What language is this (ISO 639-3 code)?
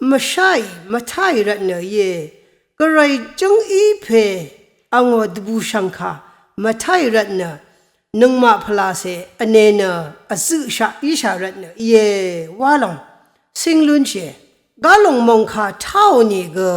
raw